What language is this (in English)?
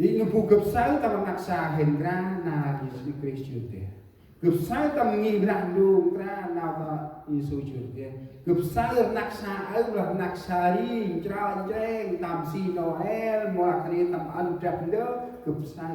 Central Mnong